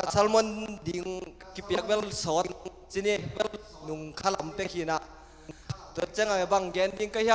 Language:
Tedim Chin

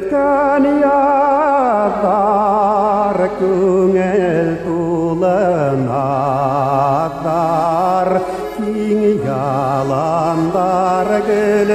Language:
Bashkir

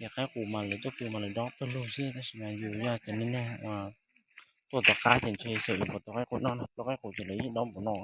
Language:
Hmong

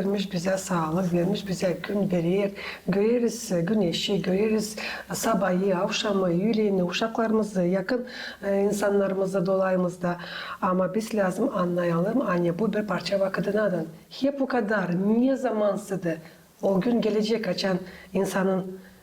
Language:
Gagauz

